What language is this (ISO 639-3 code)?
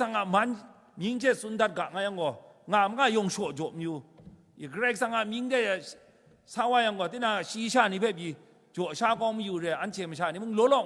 kac